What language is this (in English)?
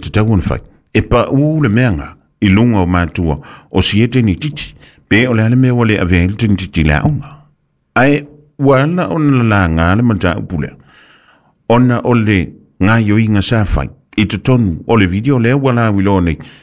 Samoan